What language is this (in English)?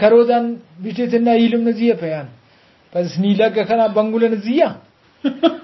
Brahui